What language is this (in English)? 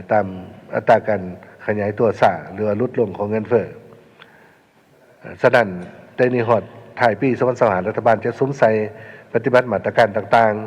Lao